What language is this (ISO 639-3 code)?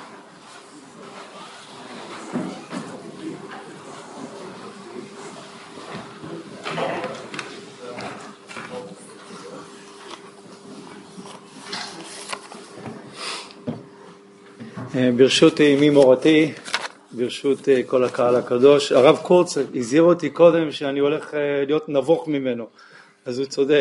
heb